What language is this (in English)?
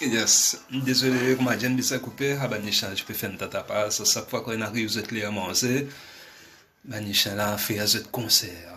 Morisyen